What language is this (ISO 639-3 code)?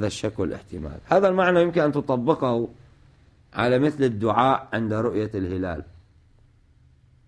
ara